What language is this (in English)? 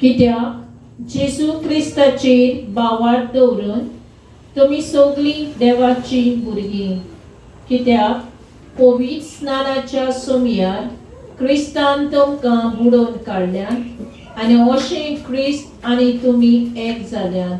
Konkani